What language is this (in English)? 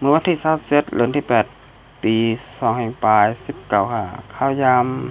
Shan